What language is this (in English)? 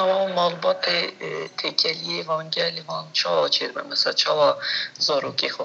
Kurdish